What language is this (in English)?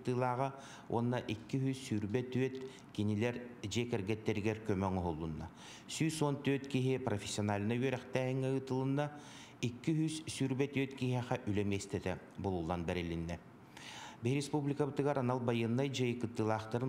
Yakut